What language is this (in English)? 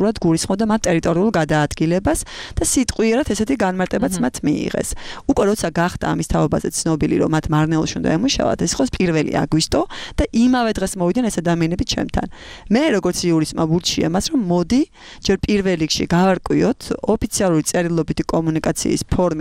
Georgian